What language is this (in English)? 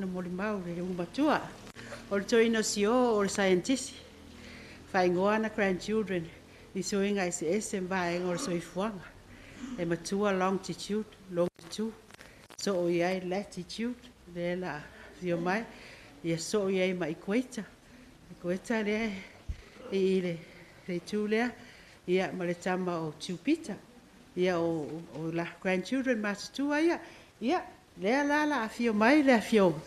Samoan